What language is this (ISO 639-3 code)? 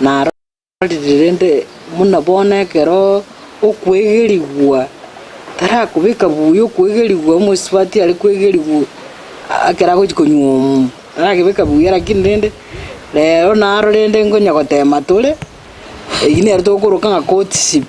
guz